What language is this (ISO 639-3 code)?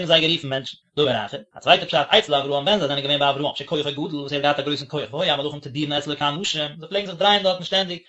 yid